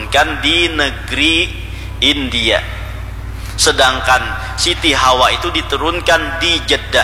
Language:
Banjar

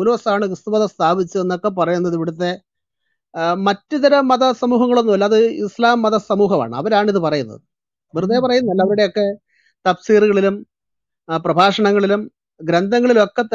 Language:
Malayalam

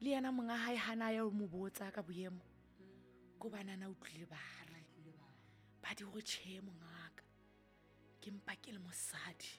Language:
Southern Sotho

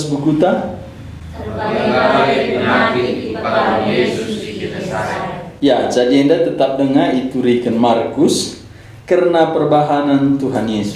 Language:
Batak Karo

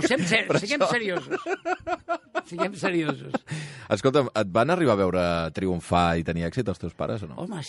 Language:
Catalan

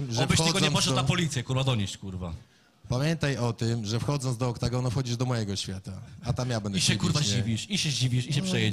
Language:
Polish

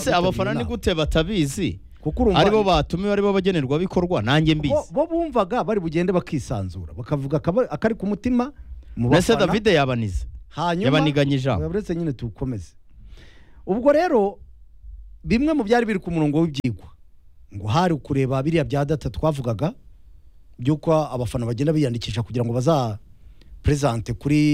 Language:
Kinyarwanda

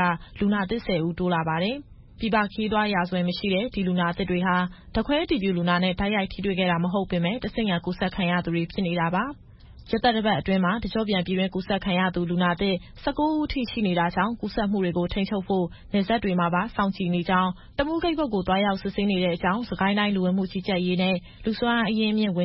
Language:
Burmese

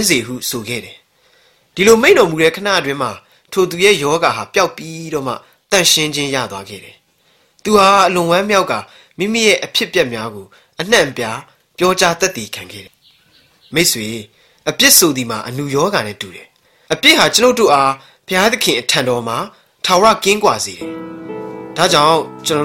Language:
Burmese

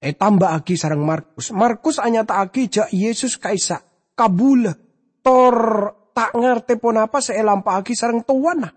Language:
Madurese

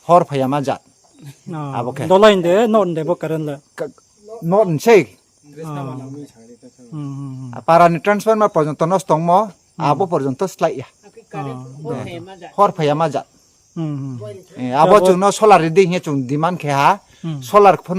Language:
Riang (India)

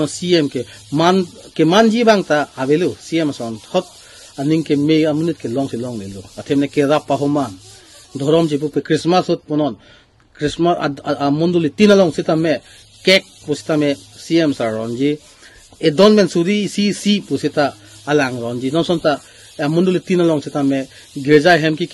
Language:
Karbi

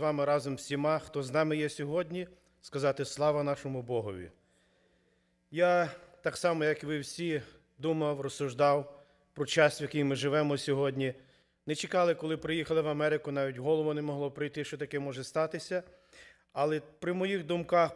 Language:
Ukrainian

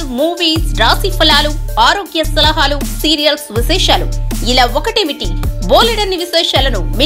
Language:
Telugu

